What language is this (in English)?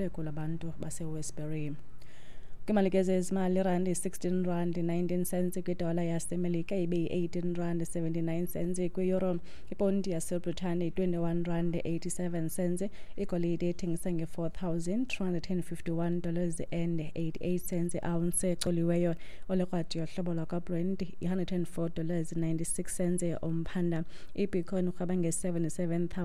Xhosa